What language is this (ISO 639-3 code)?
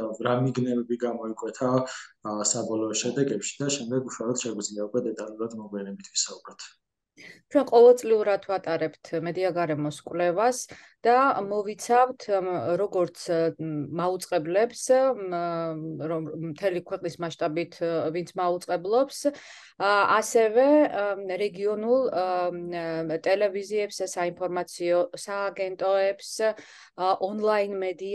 kat